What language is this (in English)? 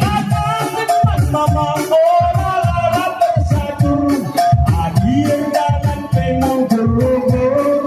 Batak Karo